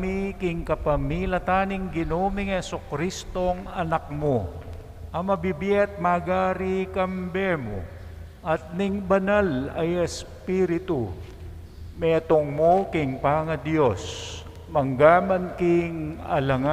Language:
Pampanga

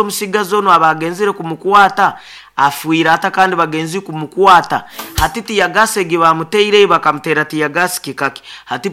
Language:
Nyoro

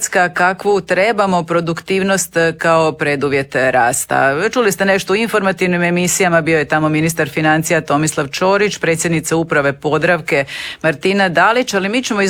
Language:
Croatian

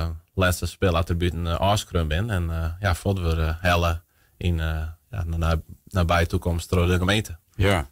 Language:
Western Frisian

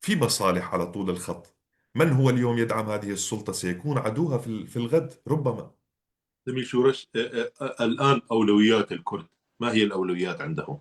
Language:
North Levantine Arabic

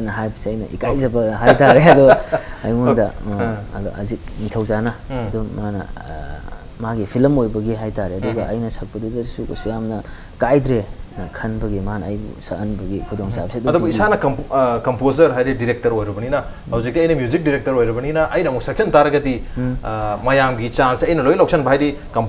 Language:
Manipuri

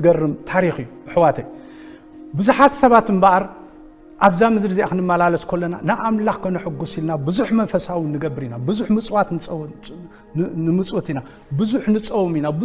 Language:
Tigrinya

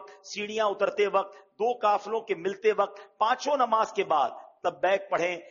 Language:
Urdu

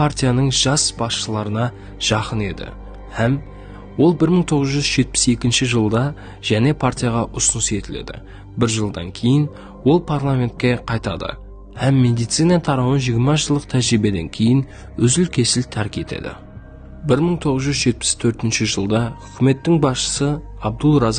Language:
Kara-Kalpak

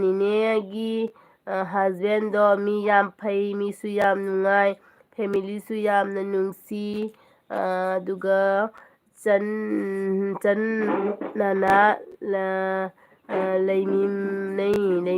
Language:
Manipuri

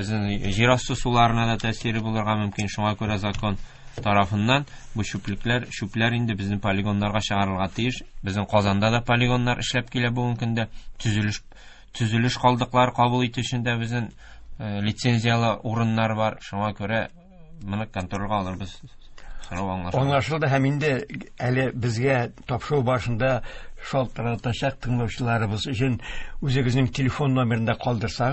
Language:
Tatar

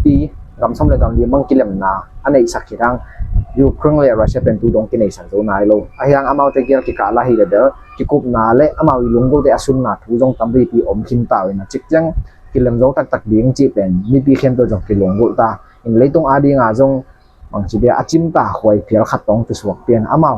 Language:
Tedim Chin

